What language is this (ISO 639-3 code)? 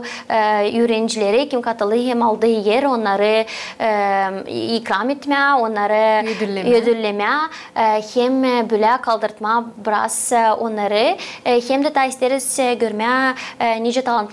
gag